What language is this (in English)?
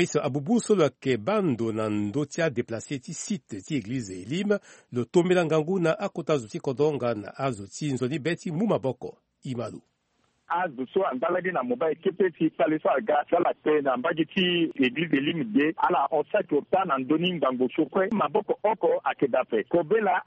Sango